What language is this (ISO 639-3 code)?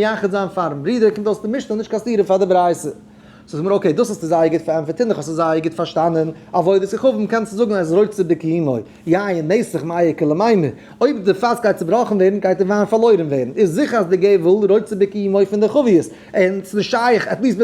yid